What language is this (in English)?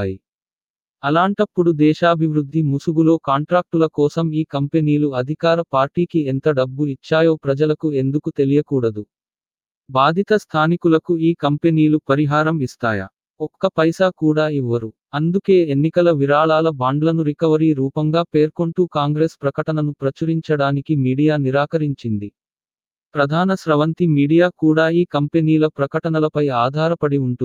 Telugu